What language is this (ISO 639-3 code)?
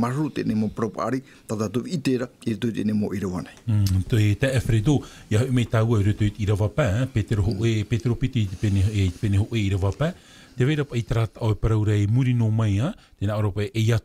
tah